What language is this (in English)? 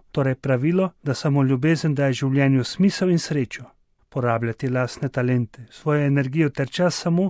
Slovenian